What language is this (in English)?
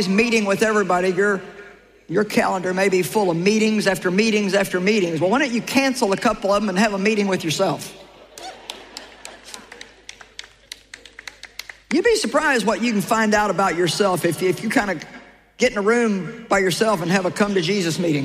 English